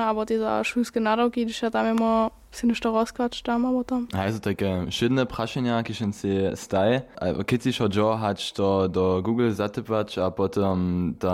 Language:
Upper Sorbian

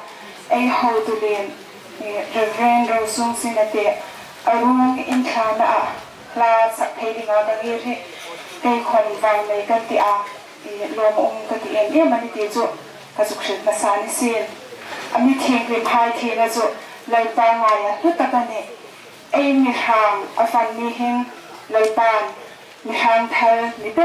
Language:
Hmar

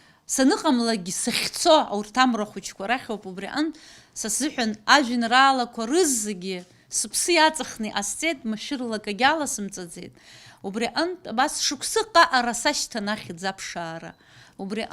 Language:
Abkhazian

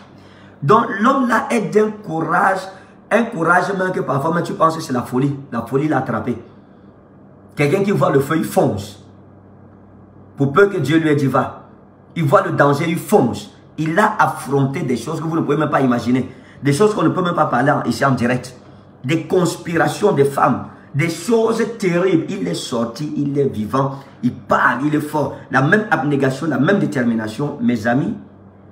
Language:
French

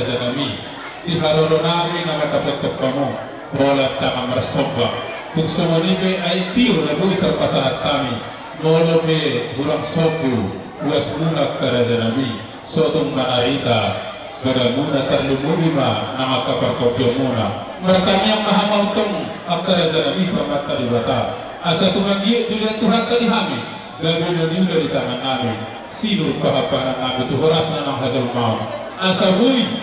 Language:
Batak Toba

